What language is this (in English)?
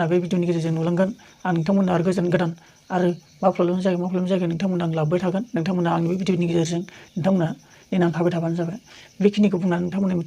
Bodo